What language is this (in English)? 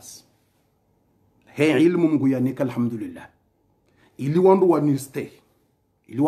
Swahili